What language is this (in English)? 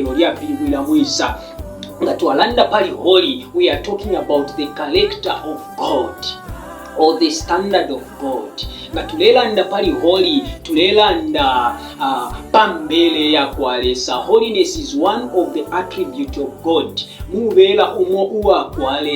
Bemba